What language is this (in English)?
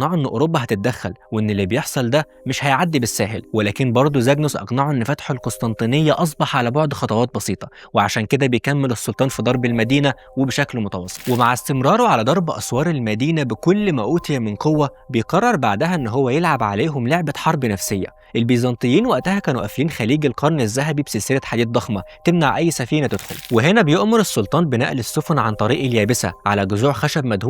Egyptian Arabic